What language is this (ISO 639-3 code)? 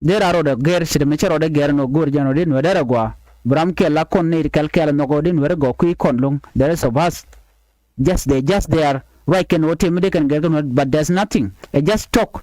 nus